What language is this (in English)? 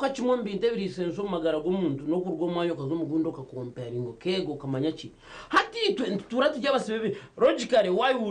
Nyankole